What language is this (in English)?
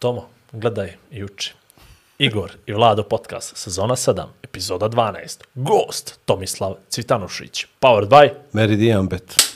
Bosnian